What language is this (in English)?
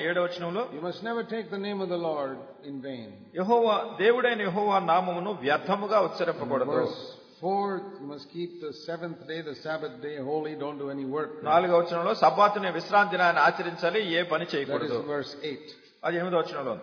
Telugu